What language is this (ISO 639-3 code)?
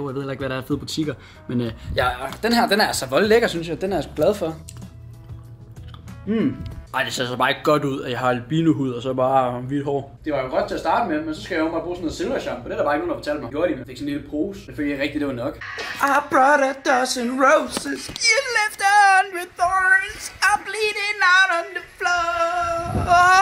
dan